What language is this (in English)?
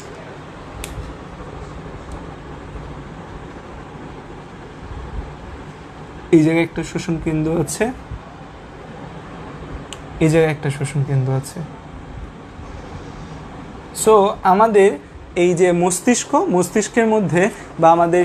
Bangla